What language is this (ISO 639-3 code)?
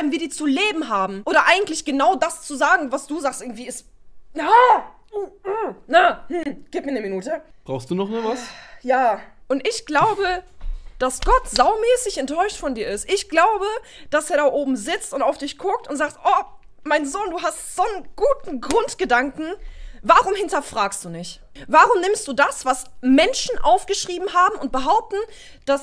deu